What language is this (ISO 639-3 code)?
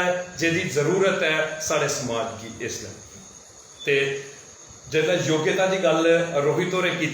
doi